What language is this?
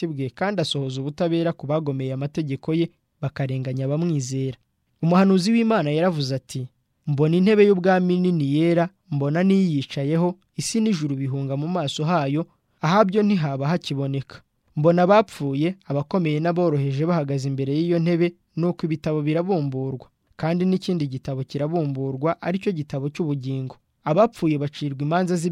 Kinyarwanda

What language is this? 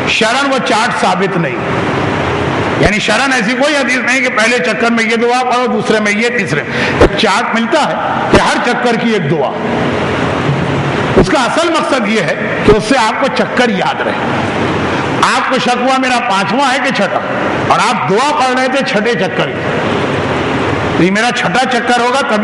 Urdu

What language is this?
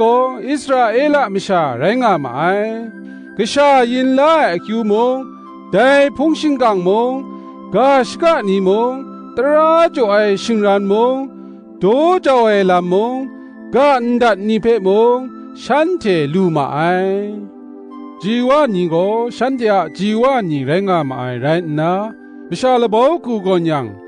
Kachin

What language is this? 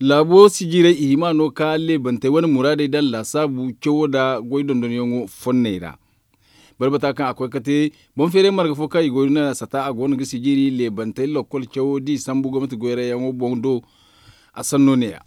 Zarma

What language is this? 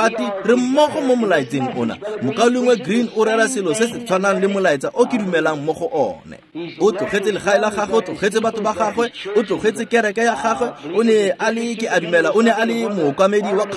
Tswana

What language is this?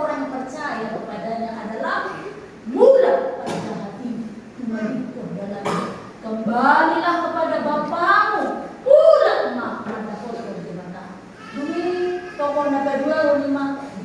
Batak Toba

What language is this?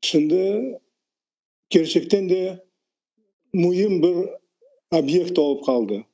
Crimean Tatar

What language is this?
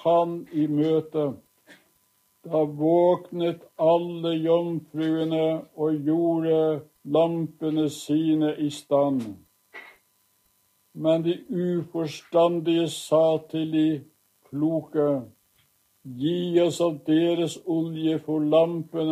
Norwegian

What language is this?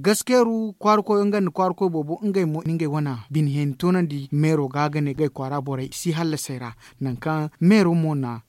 Zarma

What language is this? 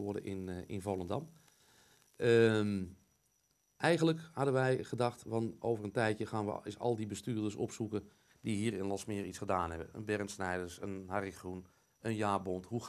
Dutch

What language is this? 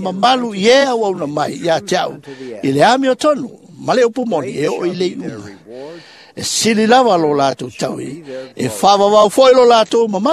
Samoan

